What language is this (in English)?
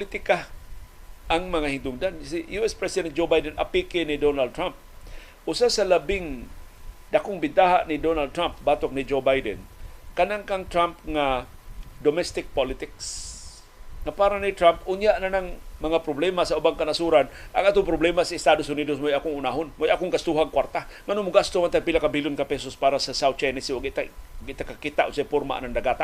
Cebuano